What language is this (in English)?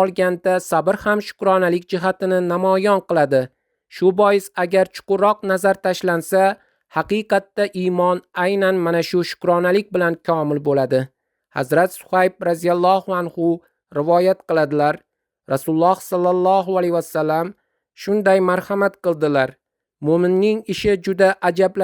Uzbek